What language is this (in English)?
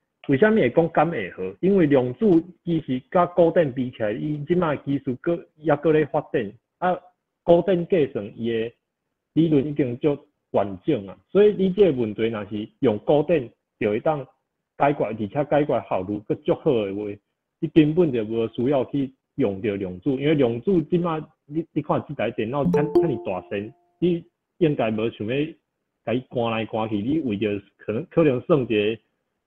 Min Nan Chinese